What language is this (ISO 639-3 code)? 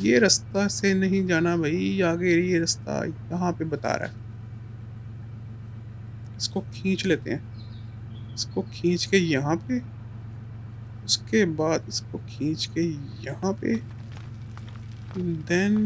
hin